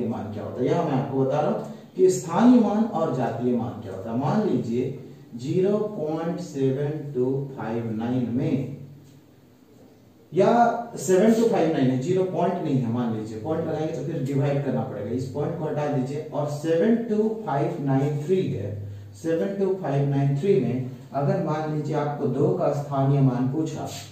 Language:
Hindi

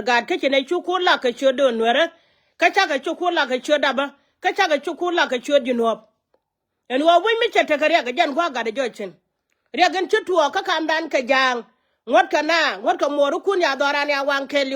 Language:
Nuer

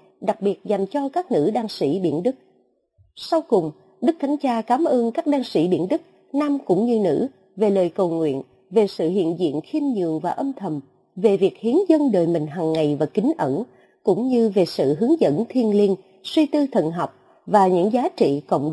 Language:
Vietnamese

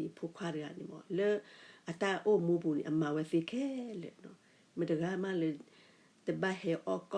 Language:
S'gaw Karen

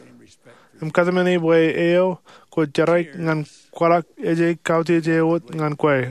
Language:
Marshallese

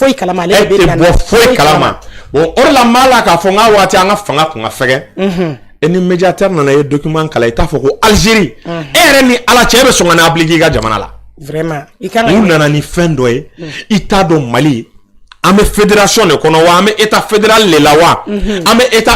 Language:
Bambara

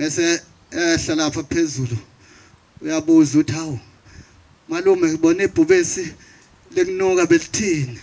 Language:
Zulu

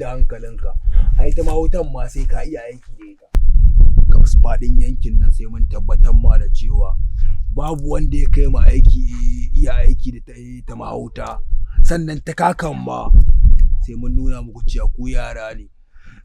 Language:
Hausa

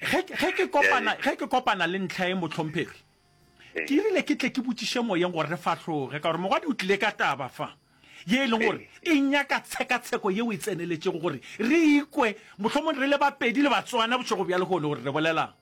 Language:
Northern Sotho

